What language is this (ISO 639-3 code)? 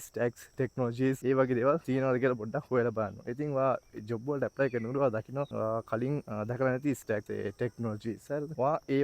sin